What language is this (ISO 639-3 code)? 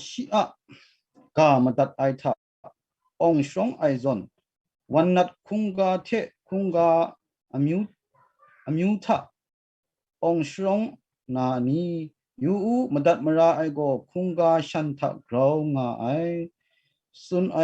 kac